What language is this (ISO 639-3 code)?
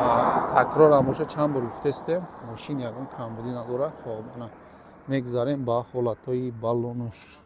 tgk